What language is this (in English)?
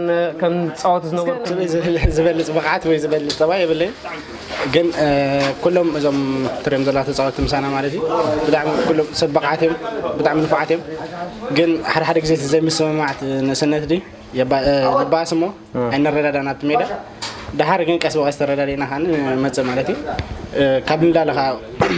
Tigrinya